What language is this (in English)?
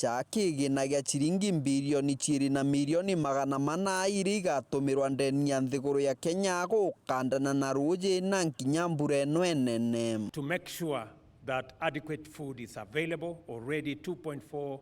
Meru